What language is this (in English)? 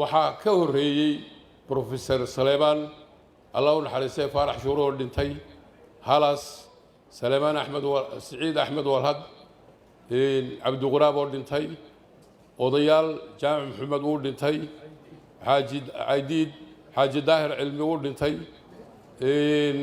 Somali